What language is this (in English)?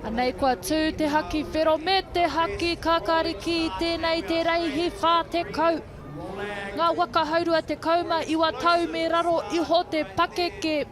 Māori